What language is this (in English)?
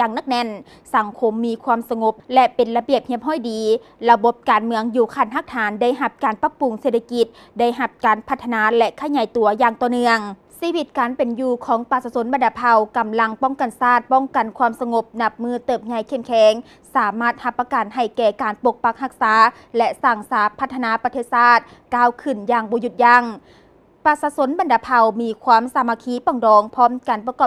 Lao